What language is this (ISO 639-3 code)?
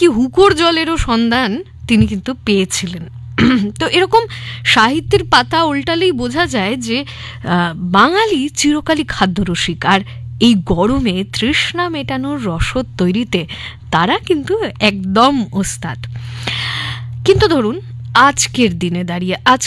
ben